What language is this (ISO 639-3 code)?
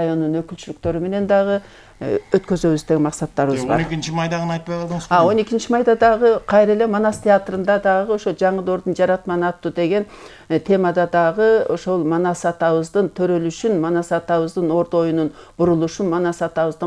kir